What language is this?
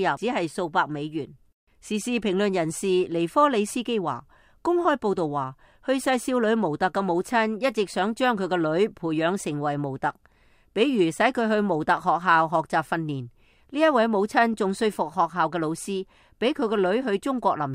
Cantonese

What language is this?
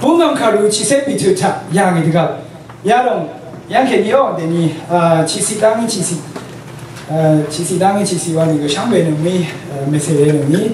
Rawang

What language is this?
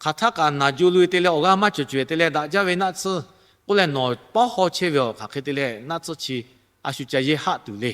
Lahu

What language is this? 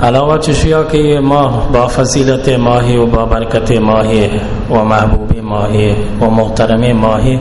Baluchi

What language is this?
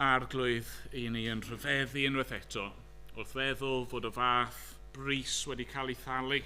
Welsh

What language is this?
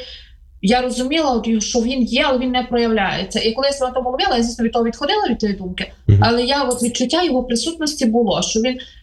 Ukrainian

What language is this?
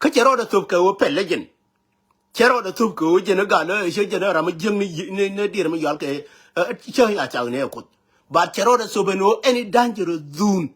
Nuer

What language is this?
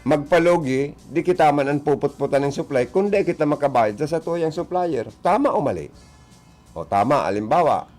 Bikol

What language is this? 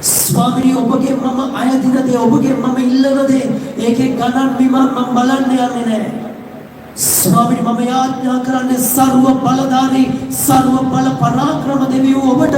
Sinhala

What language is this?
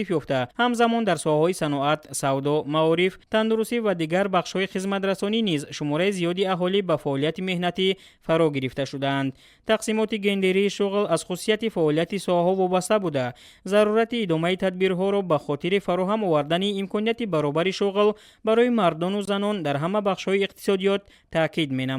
Tajik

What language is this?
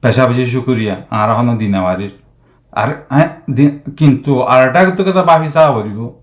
Rohingya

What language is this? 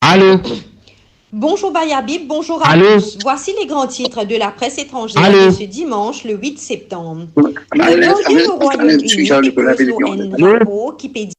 Morisyen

